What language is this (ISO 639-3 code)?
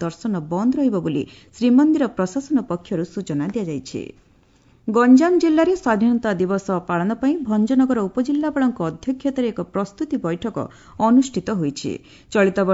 ori